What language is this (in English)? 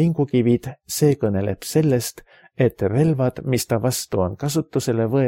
Estonian